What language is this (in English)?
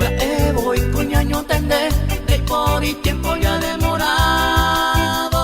Guarani